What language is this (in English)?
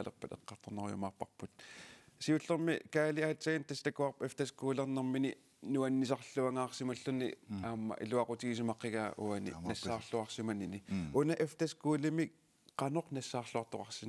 Kalaallisut